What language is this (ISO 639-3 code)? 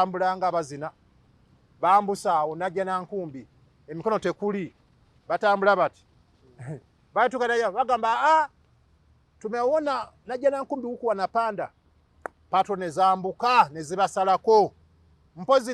lug